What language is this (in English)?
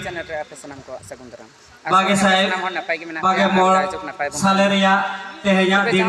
Santali